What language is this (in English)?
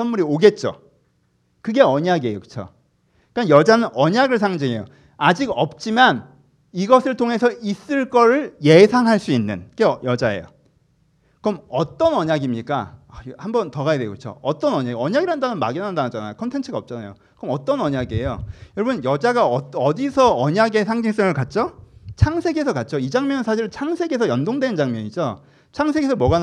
Korean